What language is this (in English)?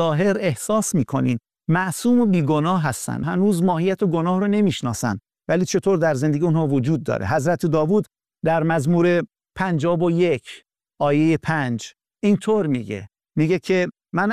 Persian